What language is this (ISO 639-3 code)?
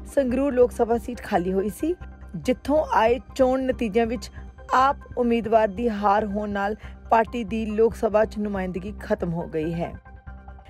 pan